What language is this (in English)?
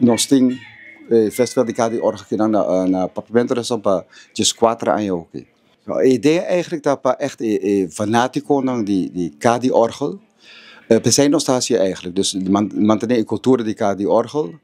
Papiamento